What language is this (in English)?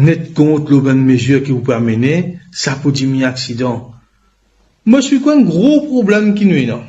Morisyen